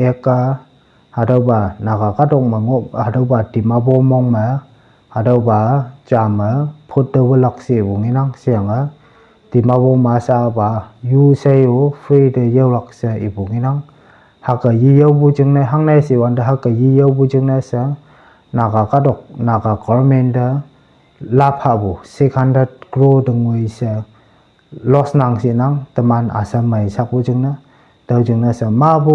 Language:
Konyak Naga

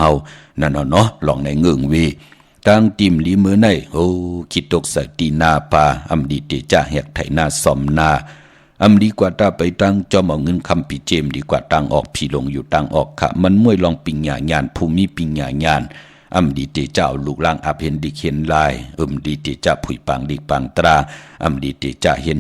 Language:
Shan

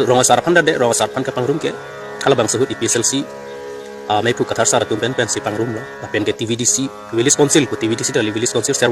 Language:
Karbi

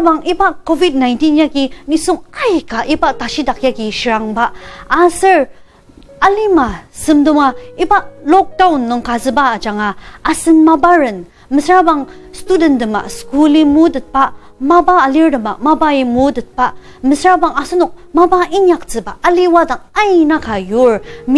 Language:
Ao Naga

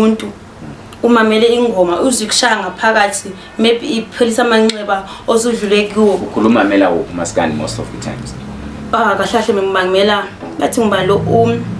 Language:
Zulu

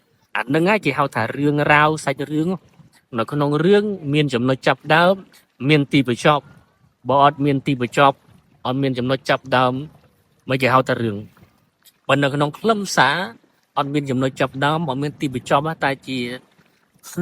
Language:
Khmer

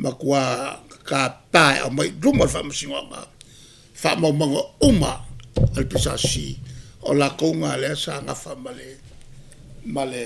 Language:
Samoan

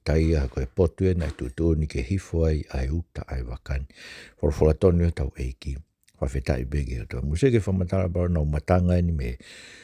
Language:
Tongan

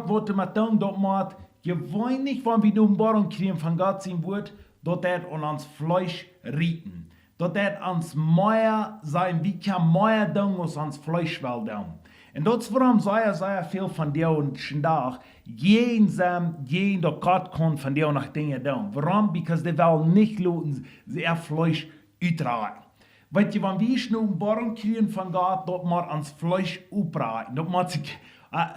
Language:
Plautdietsch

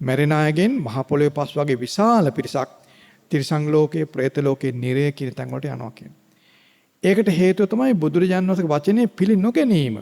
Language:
Sinhala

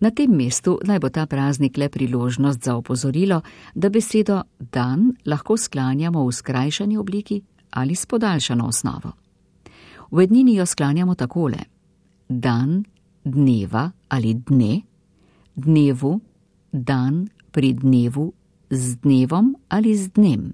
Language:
Slovenian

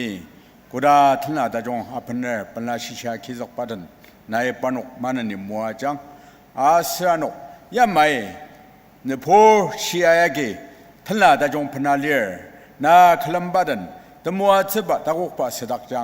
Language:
Ao Naga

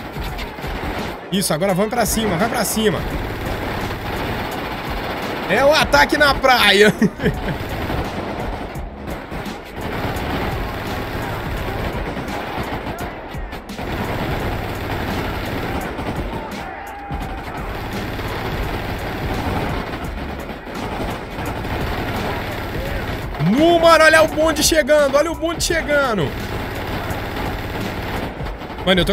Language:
Portuguese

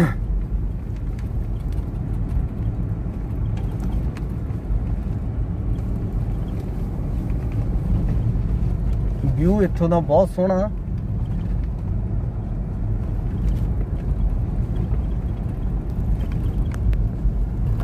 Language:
Punjabi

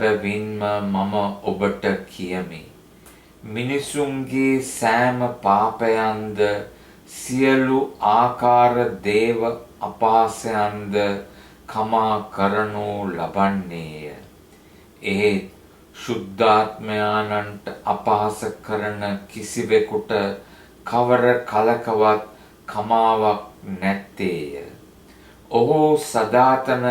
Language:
Sinhala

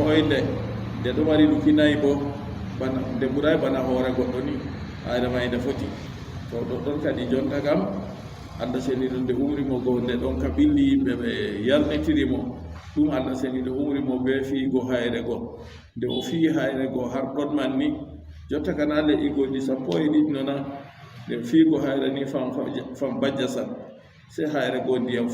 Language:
Fula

